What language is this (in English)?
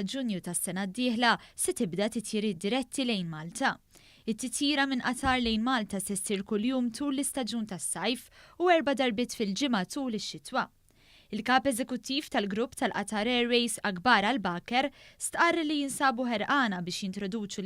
Maltese